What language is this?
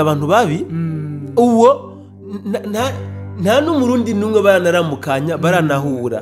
Rundi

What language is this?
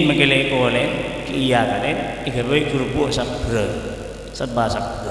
Madurese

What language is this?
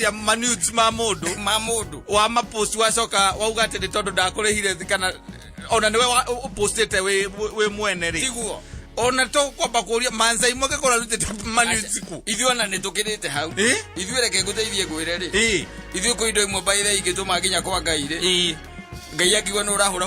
Kikuyu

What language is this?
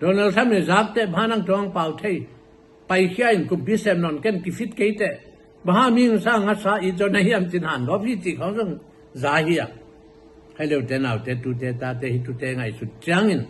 Tedim Chin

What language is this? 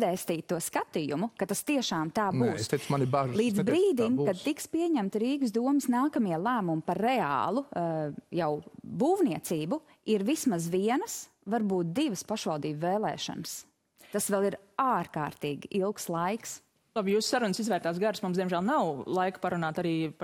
Latvian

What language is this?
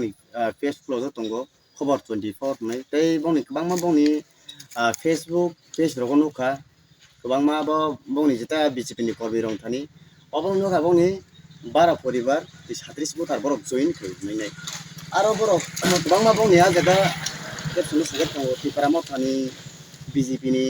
Kok Borok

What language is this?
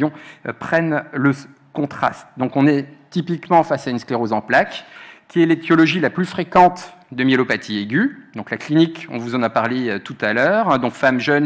French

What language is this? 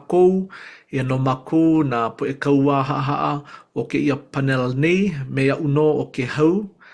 Hawaiian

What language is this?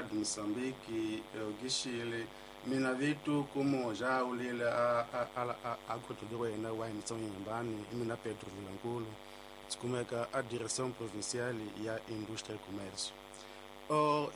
Tsonga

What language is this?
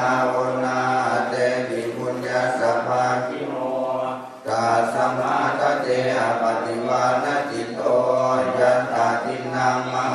Pali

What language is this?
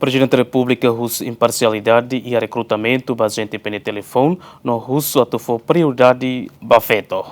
Tetum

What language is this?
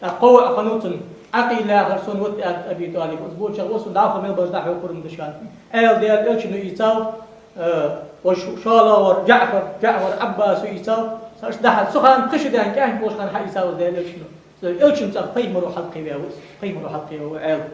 Ingush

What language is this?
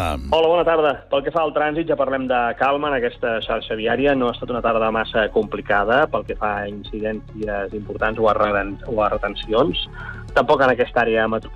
Catalan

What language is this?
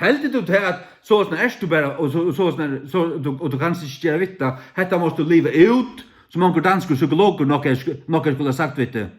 Faroese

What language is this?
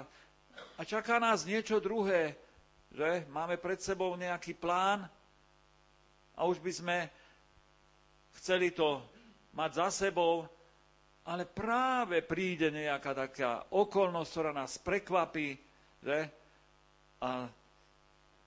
Slovak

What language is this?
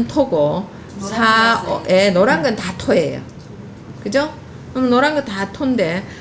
Korean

